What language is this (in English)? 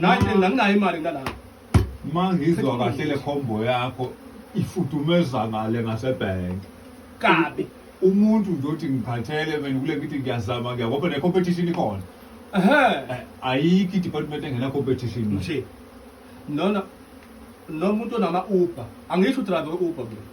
Zulu